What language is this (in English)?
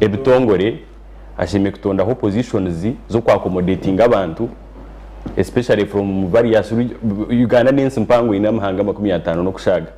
Nyankole